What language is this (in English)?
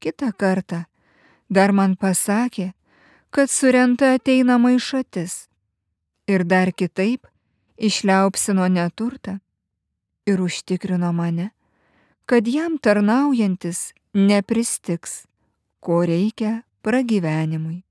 Lithuanian